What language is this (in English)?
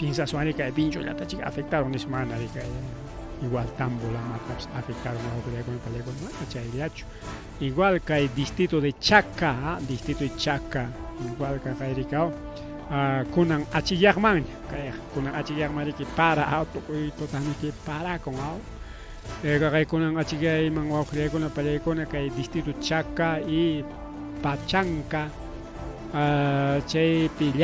Ayacucho Quechua